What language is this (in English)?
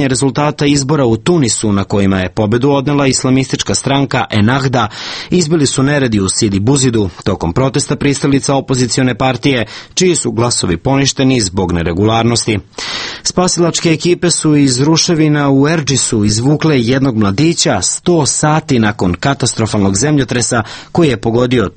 Serbian